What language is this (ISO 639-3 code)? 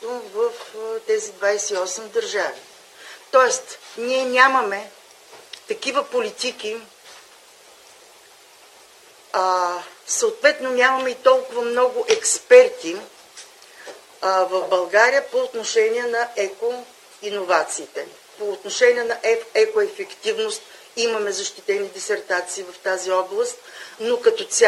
bul